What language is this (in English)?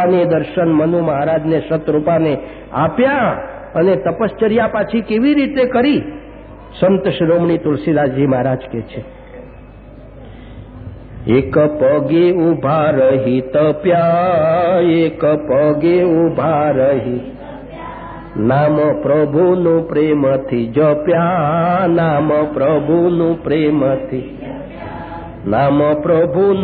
Gujarati